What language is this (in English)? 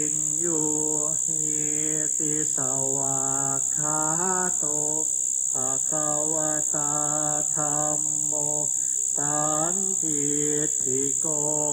Pali